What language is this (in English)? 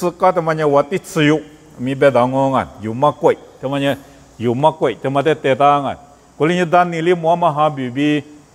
Lisu